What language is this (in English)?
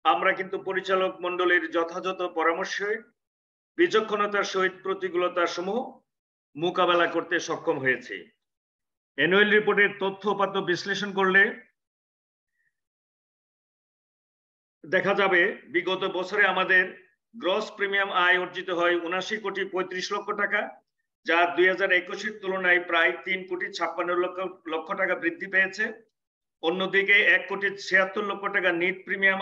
Bangla